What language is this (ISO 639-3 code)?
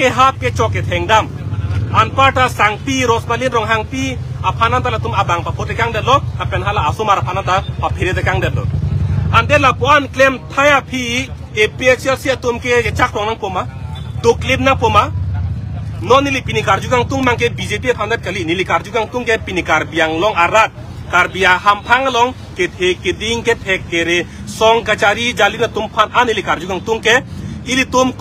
mjw